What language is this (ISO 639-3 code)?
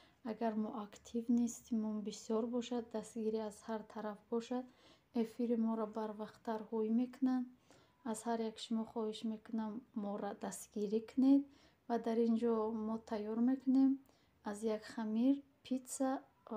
tgk